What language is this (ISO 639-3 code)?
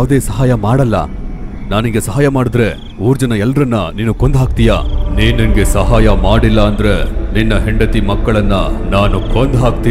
kan